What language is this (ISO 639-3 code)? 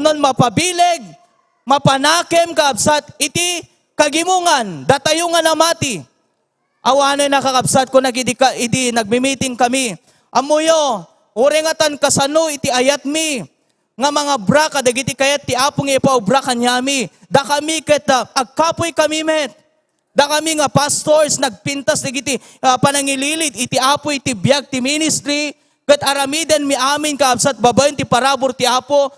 ilo